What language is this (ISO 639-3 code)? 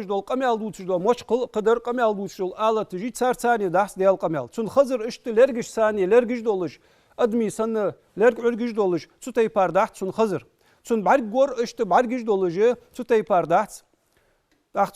inh